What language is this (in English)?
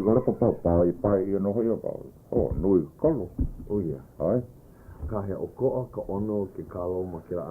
Hawaiian